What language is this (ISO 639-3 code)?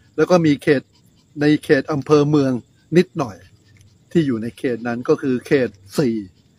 tha